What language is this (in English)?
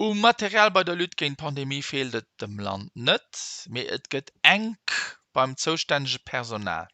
Luxembourgish